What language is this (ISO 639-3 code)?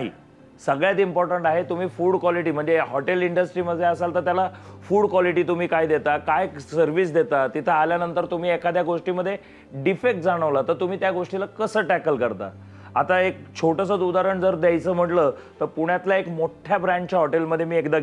mar